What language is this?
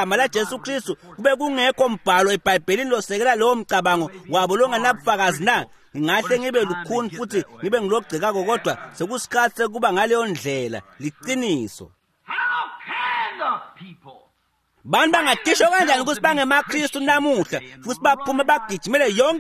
Swati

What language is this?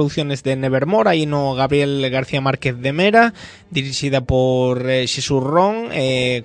Galician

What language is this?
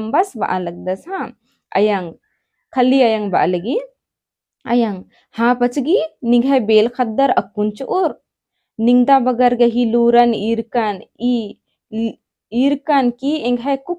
Kurukh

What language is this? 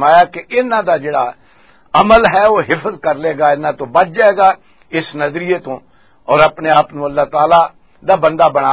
Western Panjabi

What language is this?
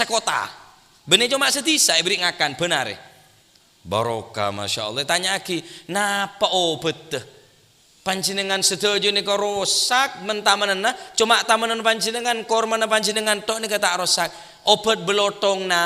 Madurese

